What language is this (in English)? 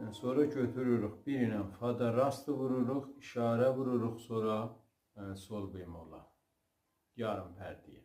South Azerbaijani